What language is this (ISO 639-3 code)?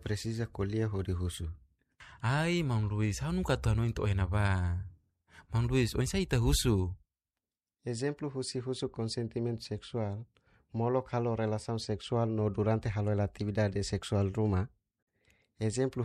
tet